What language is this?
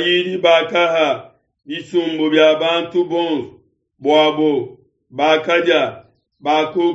Luba-Lulua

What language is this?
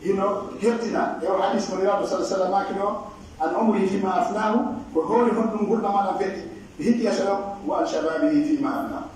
Pular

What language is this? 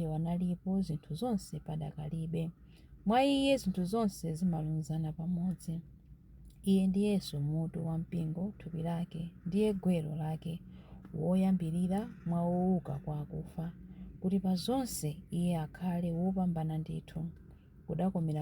Nyanja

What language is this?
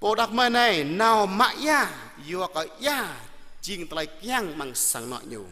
Jarai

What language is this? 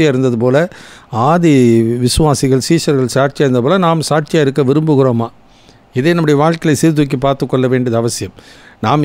Tamil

